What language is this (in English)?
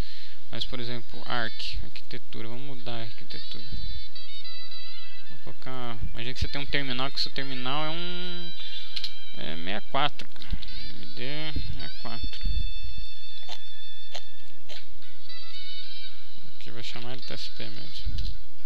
Portuguese